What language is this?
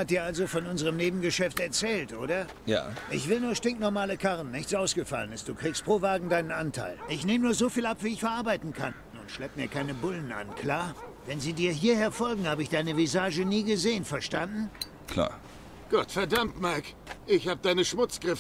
Swiss German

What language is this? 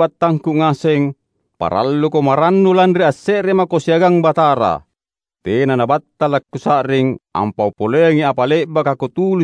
Makasar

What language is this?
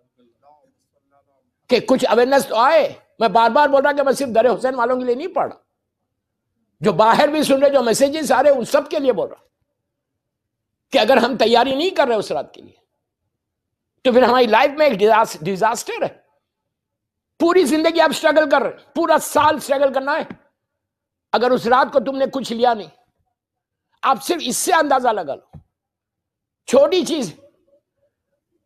Urdu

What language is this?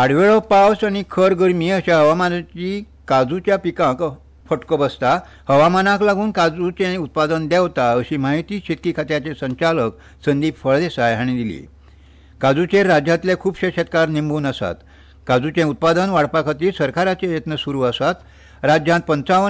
Konkani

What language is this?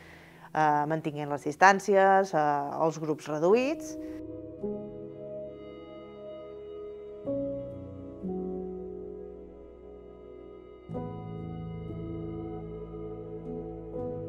Catalan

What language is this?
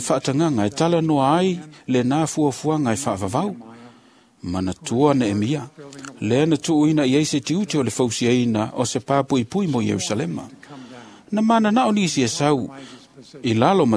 Samoan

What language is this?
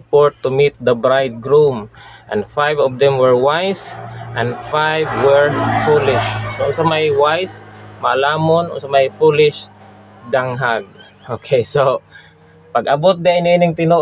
Cebuano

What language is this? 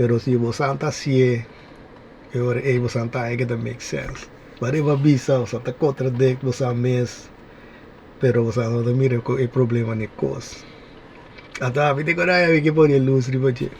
Papiamento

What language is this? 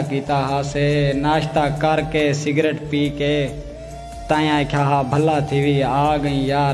Saraiki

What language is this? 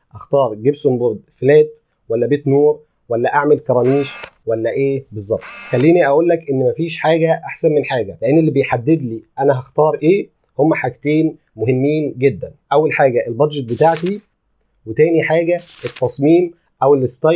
Egyptian Arabic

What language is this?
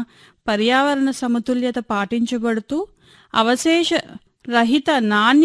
Telugu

